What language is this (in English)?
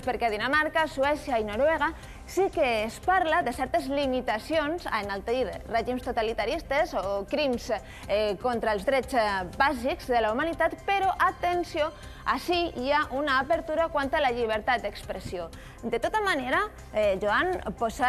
Catalan